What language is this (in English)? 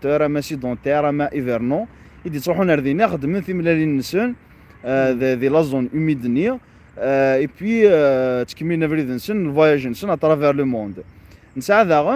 Kabyle